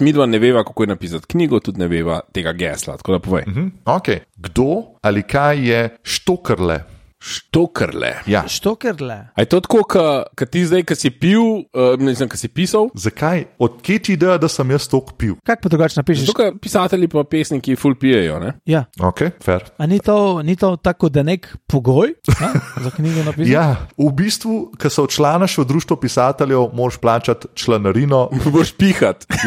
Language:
Slovenian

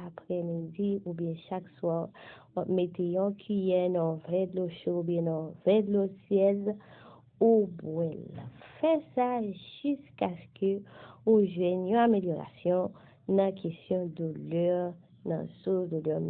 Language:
Haitian Creole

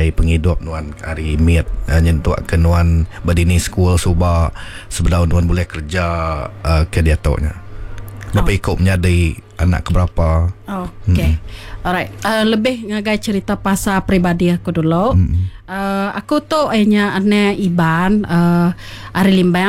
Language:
Iban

